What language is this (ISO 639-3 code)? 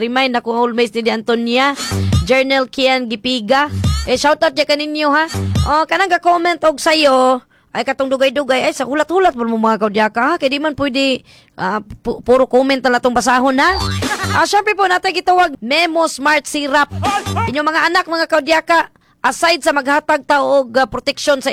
ceb